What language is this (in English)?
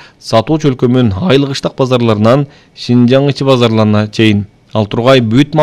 Kyrgyz